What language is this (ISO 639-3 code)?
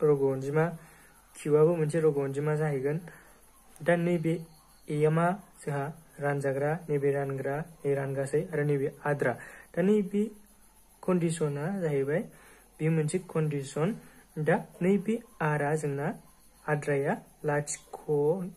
brx